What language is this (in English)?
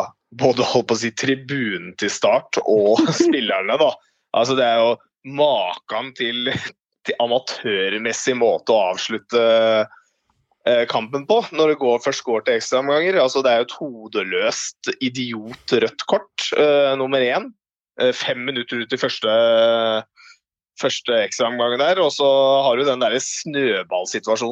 Norwegian